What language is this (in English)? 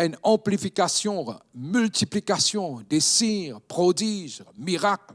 Morisyen